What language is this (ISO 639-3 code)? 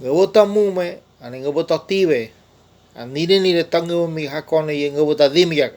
gym